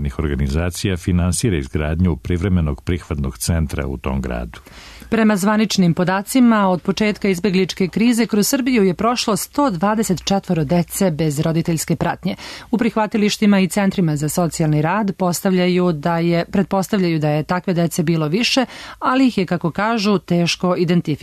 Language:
Serbian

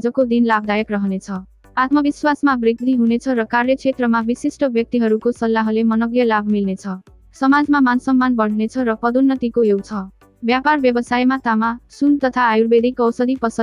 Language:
Nepali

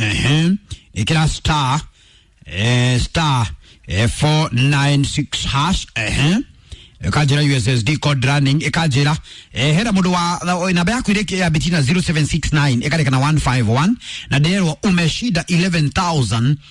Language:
Kikuyu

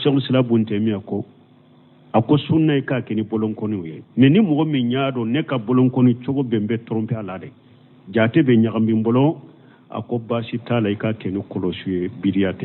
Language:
Bambara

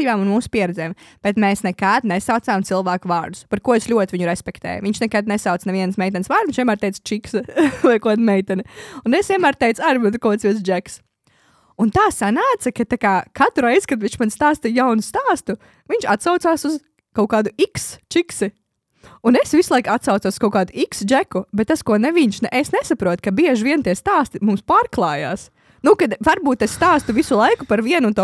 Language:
Latvian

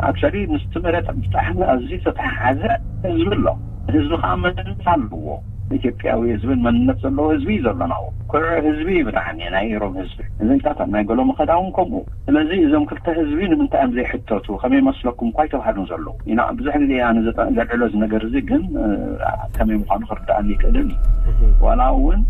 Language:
Tigrinya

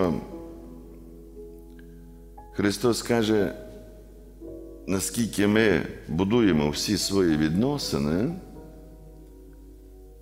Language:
Ukrainian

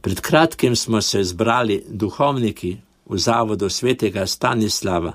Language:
Slovenian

